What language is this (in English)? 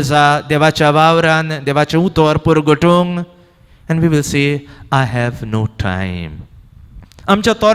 Konkani